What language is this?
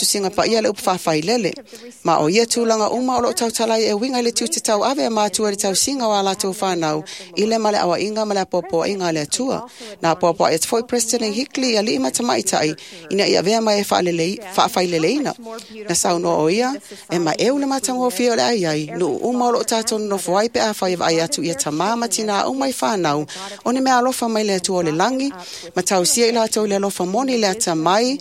Samoan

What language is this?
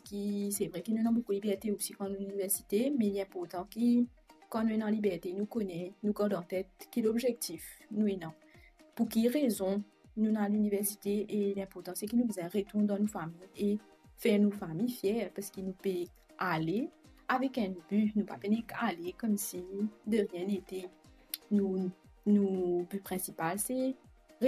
Morisyen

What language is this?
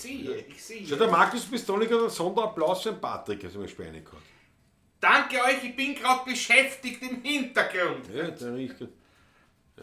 Bavarian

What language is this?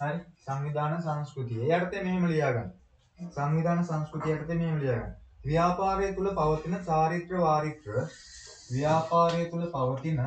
Sinhala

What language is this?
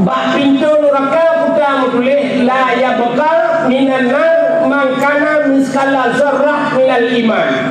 Achinese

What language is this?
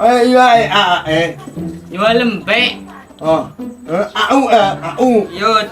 Madurese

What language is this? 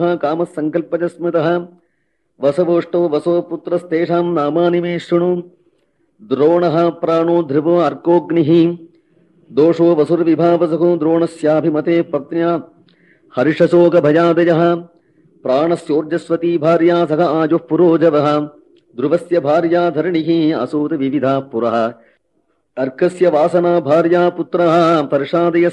Sanskrit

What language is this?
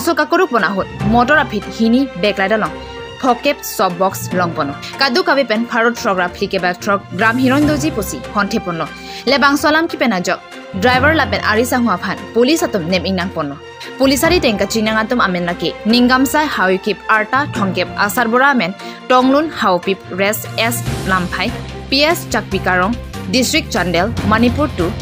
Karbi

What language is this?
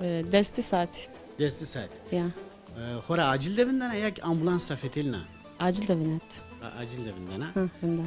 Zaza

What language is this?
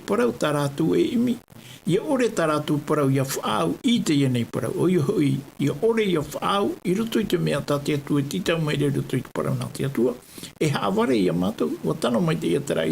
Tahitian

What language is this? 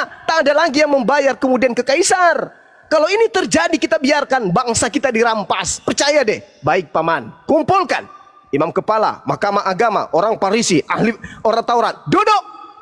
Indonesian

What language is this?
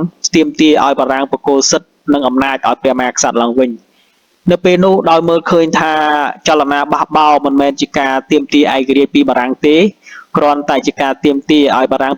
Khmer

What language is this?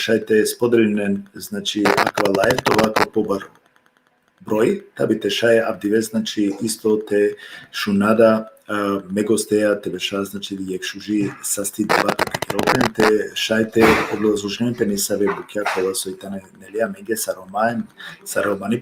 Balkan Romani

